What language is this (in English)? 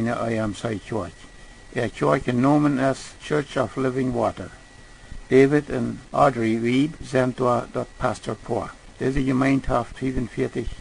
Plautdietsch